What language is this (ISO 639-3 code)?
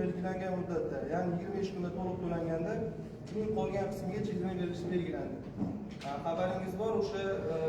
uzb